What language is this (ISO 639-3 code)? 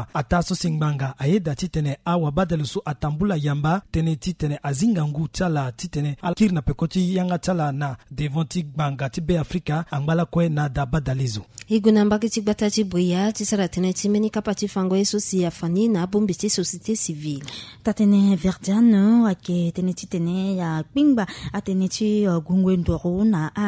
sag